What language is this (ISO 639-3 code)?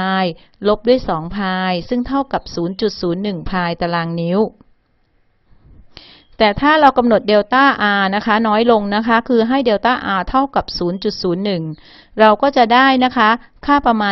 tha